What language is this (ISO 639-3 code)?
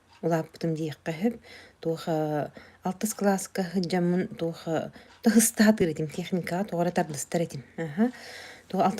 sah